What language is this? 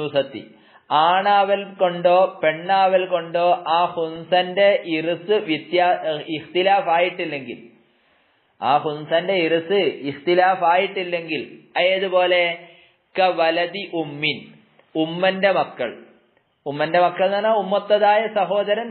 Malayalam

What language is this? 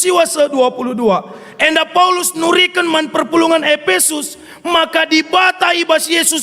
Batak Karo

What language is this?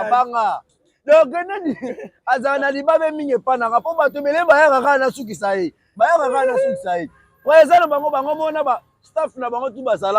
Lingala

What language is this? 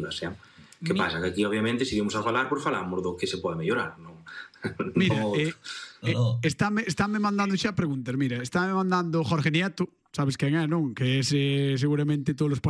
Galician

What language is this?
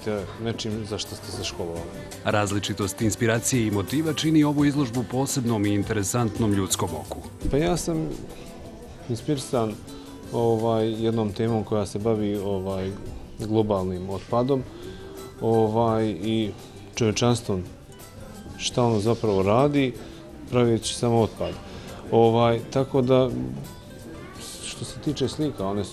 Bosnian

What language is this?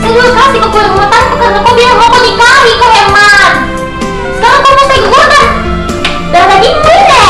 Makassar Malay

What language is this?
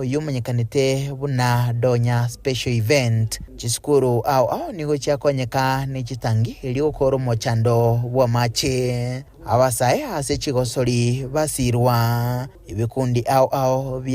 Gusii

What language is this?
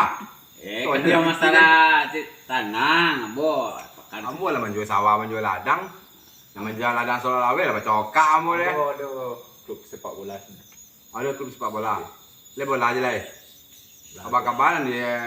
Minangkabau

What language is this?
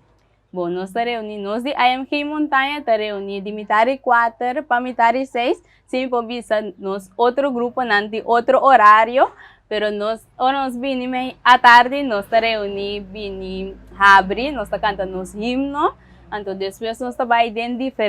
Papiamento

